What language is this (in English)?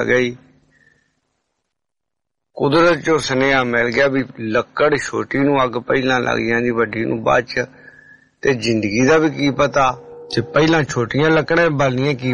Punjabi